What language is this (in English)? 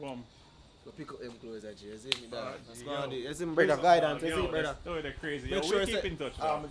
Jamaican Creole English